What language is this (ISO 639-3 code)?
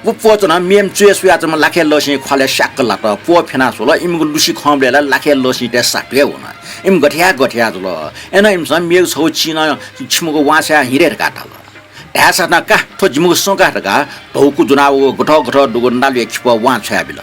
new